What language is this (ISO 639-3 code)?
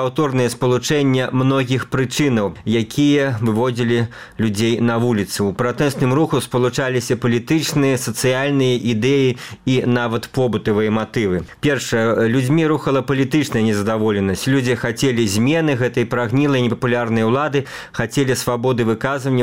bel